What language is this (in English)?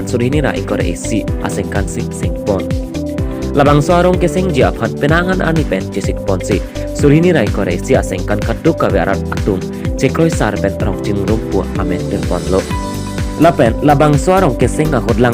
Karbi